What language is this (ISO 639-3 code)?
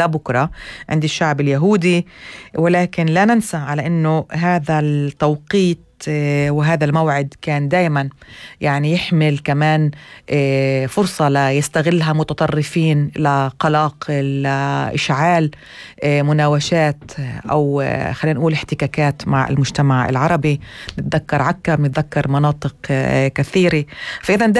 apc